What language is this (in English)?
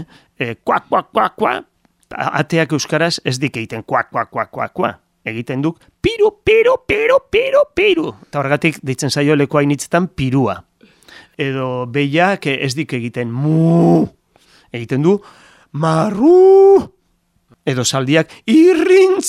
Basque